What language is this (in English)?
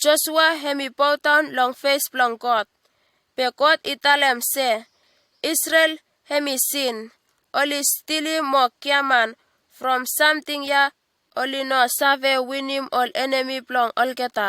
Bislama